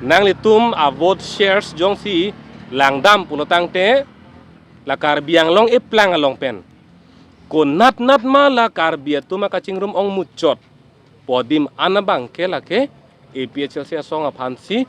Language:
Karbi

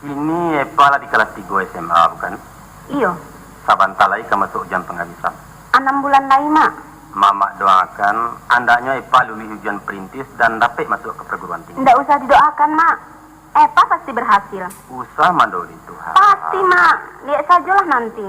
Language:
Minangkabau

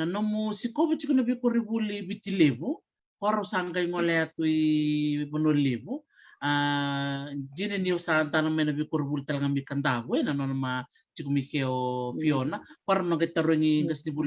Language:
Fijian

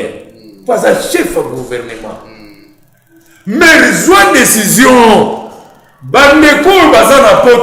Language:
Lingala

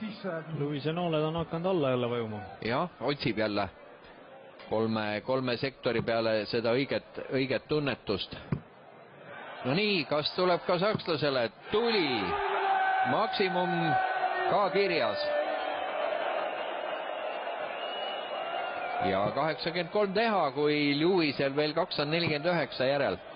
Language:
Estonian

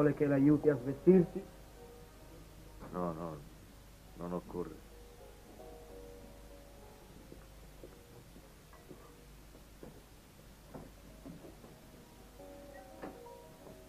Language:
Italian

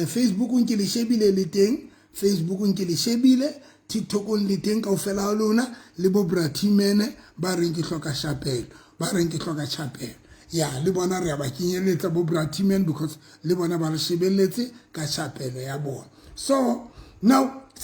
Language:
Southern Sotho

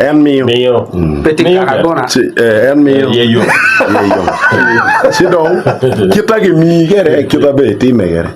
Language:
Acoli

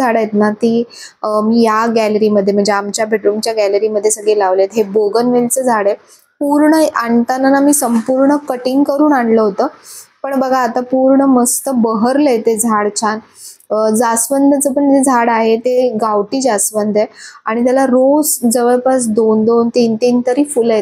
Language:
Marathi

